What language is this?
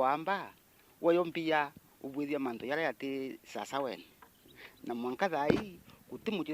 Meru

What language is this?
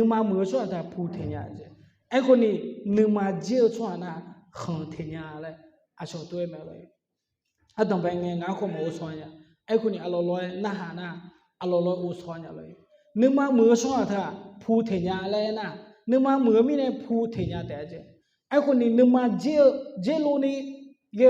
Akha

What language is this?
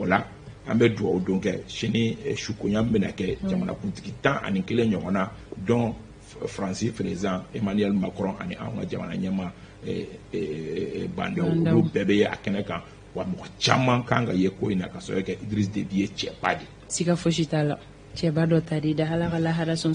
Bambara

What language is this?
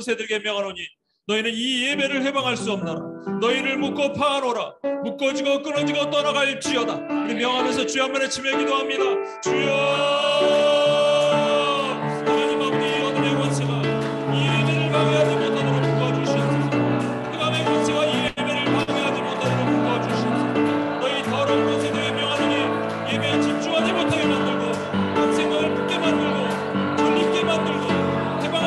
Korean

